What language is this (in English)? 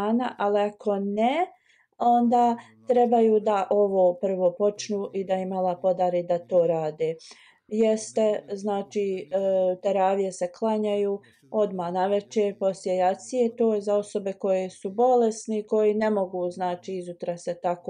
Bosnian